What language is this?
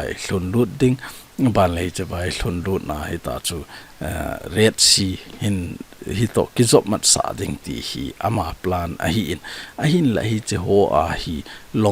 Thado Chin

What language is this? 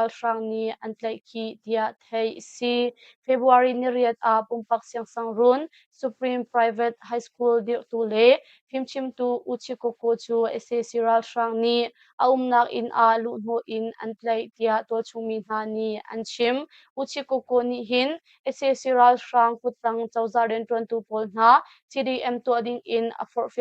Hakha Chin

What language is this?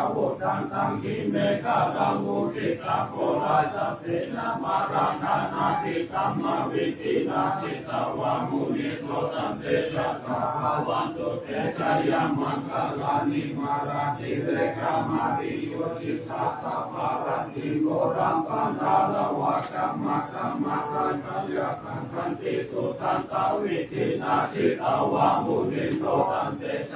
Pali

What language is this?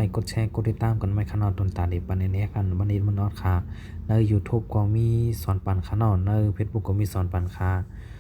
Shan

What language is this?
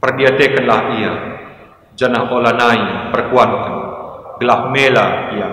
Batak Karo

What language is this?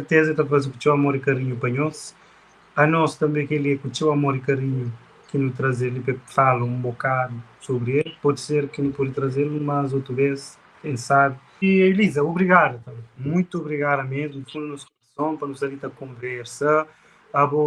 Kabuverdianu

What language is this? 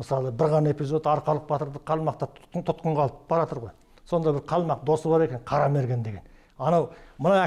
Kazakh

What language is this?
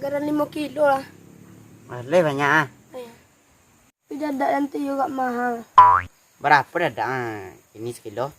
Minangkabau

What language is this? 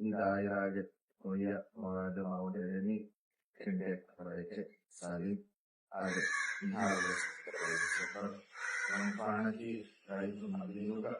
Divehi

